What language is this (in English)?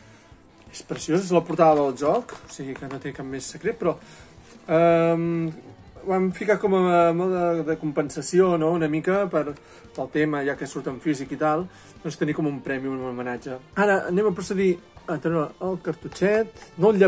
Catalan